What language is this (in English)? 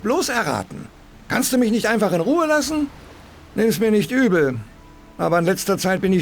Bavarian